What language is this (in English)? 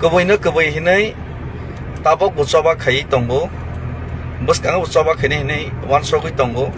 Kok Borok